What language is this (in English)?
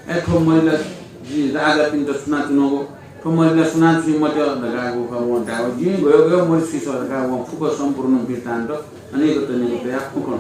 Newari